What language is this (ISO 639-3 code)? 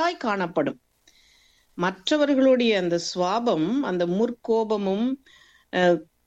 tam